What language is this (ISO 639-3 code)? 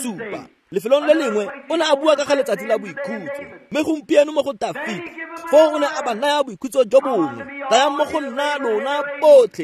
tsn